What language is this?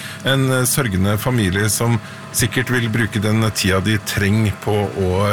Norwegian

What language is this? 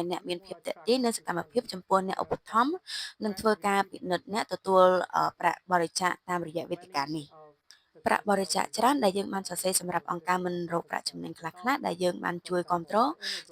Khmer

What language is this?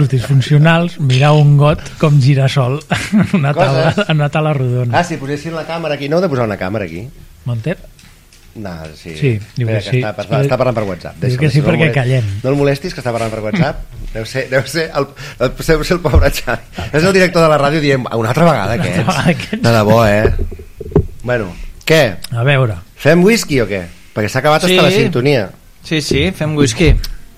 Catalan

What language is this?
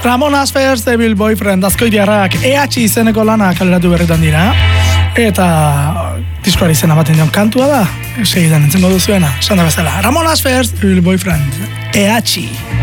Basque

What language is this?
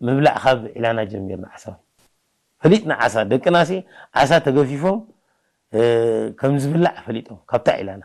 Tigrinya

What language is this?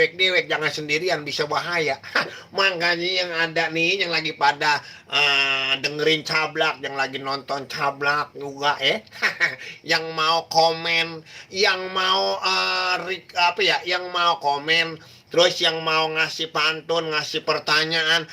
Betawi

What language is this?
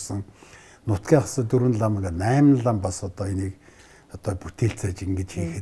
Mongolian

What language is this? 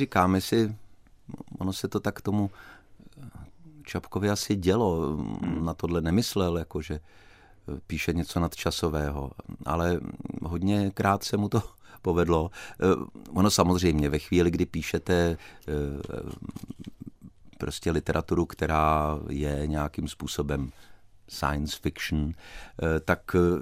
Czech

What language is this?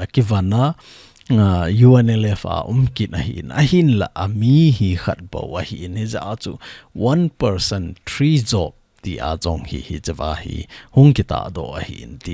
Thado Chin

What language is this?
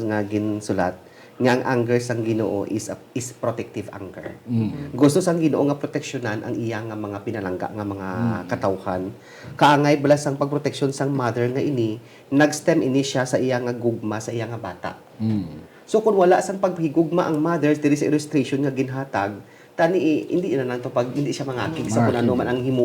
Hiligaynon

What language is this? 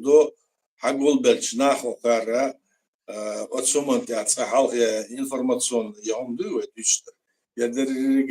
Chechen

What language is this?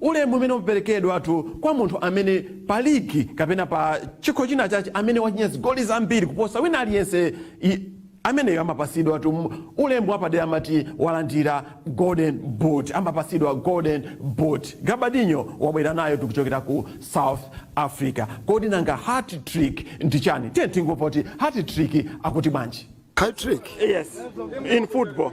Nyanja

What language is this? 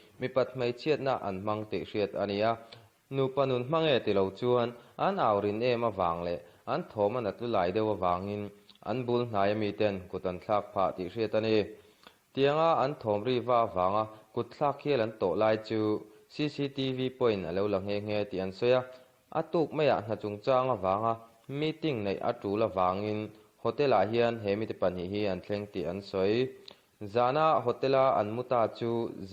Mizo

